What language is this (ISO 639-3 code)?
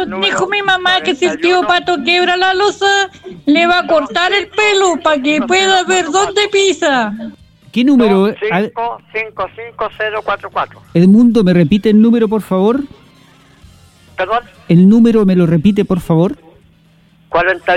spa